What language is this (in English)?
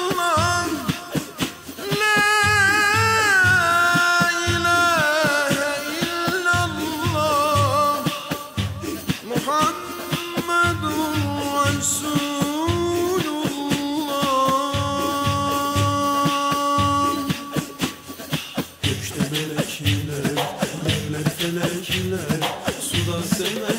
Turkish